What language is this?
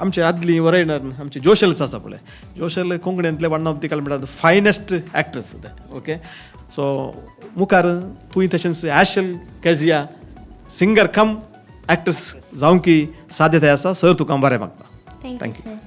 Konkani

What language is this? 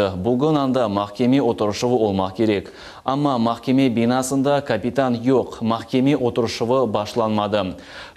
Crimean Tatar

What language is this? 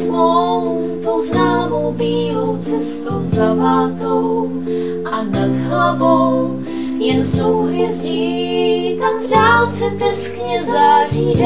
Czech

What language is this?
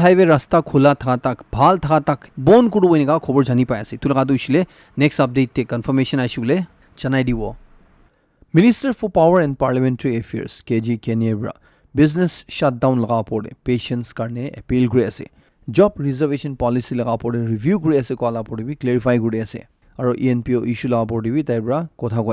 Naga Pidgin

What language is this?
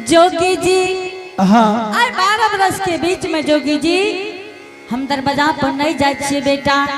Angika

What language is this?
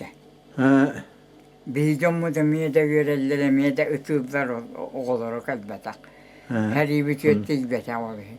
Yakut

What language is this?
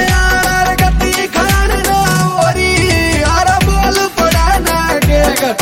Hindi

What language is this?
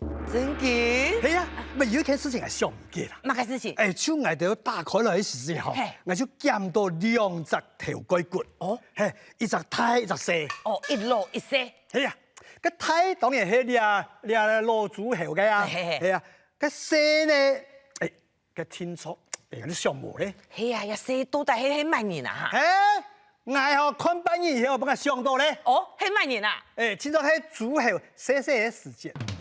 Hakka Chinese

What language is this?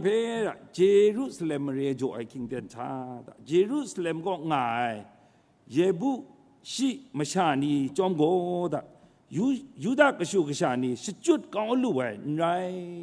Kachin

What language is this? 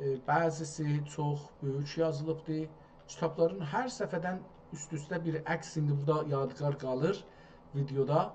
South Azerbaijani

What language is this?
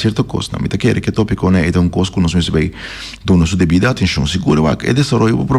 Papiamento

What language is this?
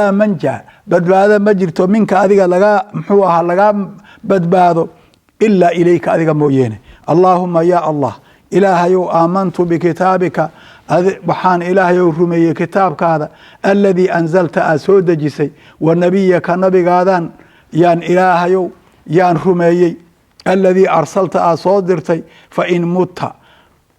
Somali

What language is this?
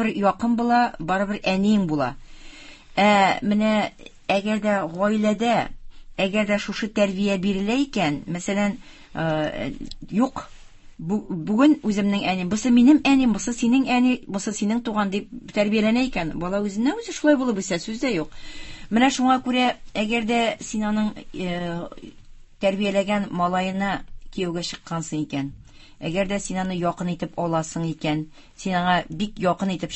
Tatar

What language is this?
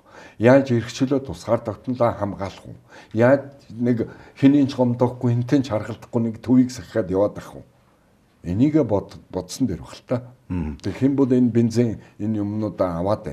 Mongolian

